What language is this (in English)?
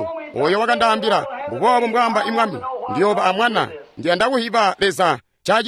Tonga (Zambia)